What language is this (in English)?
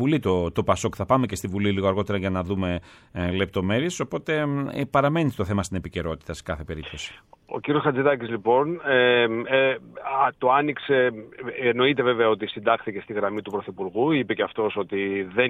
Greek